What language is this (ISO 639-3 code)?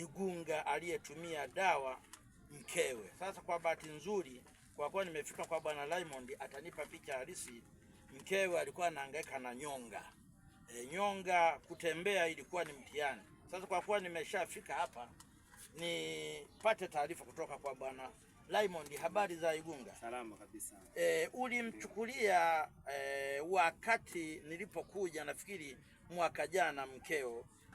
swa